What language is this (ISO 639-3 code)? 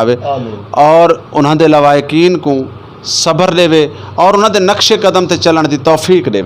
lah